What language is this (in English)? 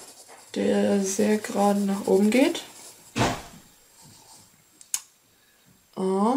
German